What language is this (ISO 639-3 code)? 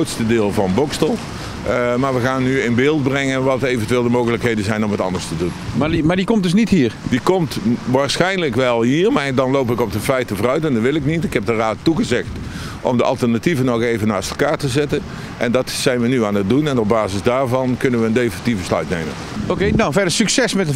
nld